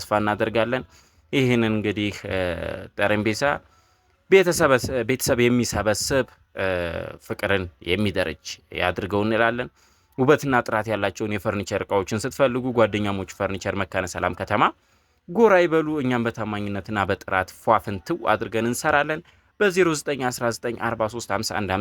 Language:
Amharic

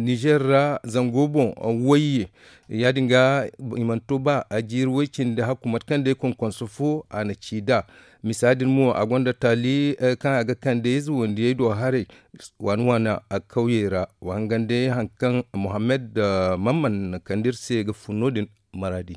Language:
Zarma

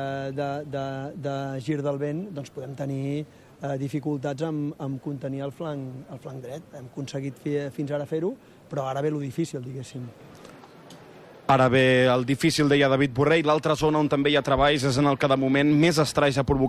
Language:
Catalan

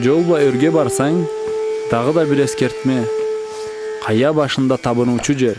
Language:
Karachay-Balkar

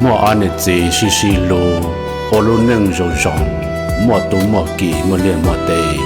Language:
Hmong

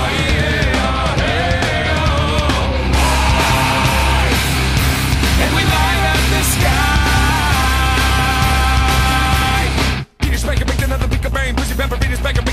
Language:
Hungarian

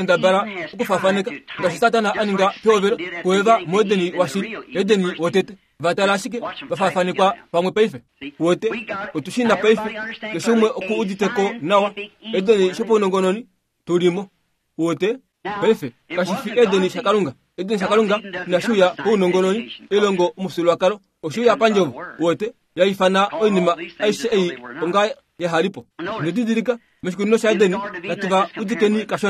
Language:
Kuanyama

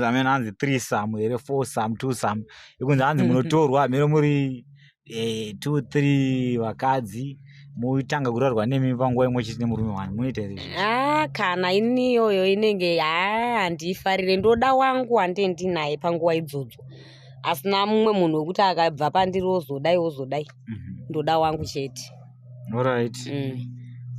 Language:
Shona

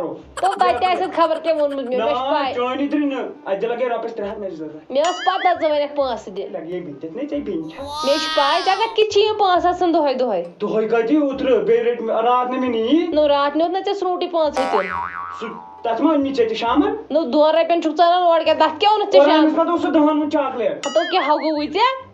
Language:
Kashmiri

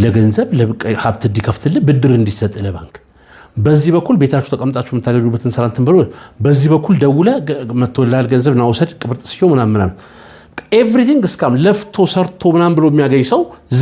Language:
Amharic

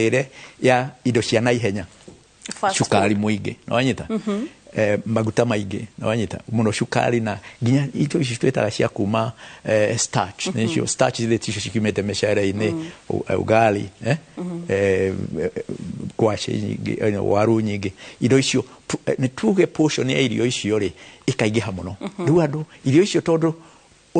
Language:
Kikuyu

